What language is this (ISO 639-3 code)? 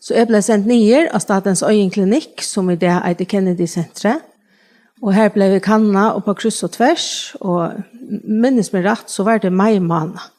fao